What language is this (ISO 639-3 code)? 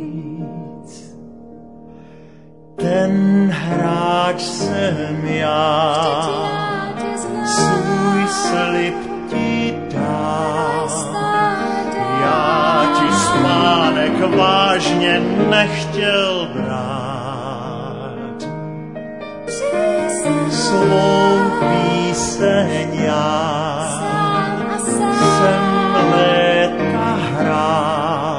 ces